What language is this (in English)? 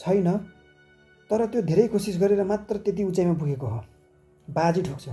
Nepali